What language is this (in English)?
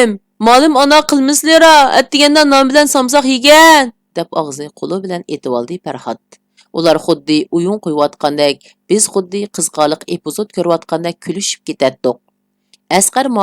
Uyghur